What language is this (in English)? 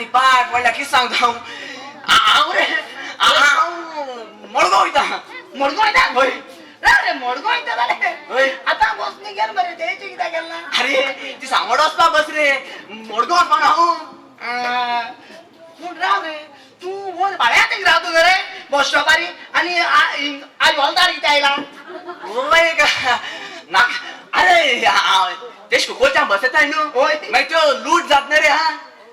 Konkani